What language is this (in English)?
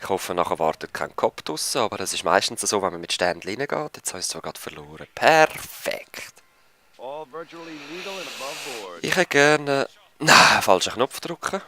Swiss German